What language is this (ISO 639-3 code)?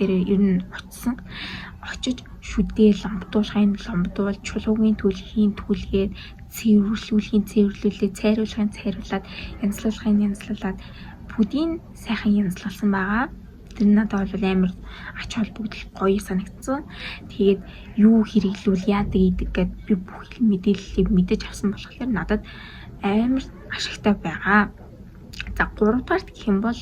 mon